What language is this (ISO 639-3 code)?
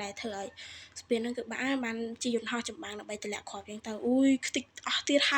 khm